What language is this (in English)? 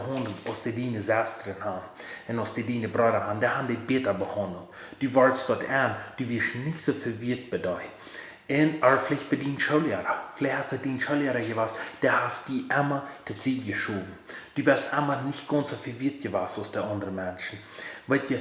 Plautdietsch